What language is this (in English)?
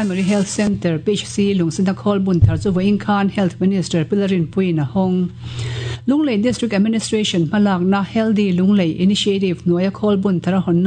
Mizo